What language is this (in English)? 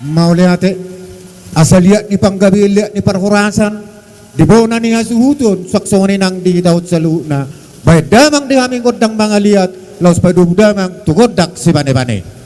Batak Toba